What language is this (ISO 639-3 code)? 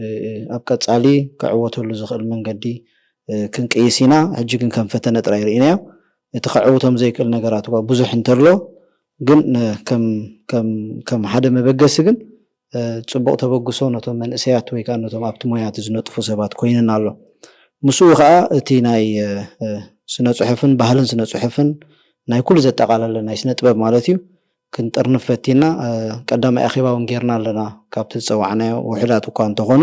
tir